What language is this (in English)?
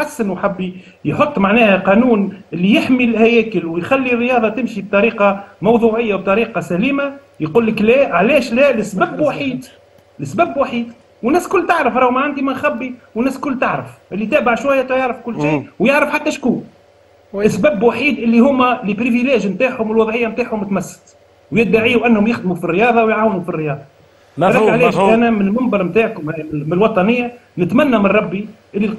Tunisian Arabic